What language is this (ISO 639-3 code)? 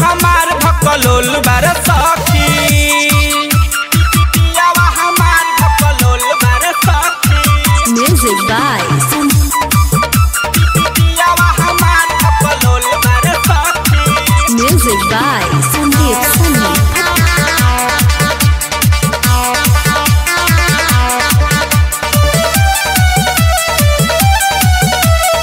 bho